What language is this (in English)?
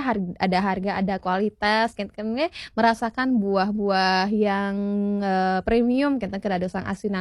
Balinese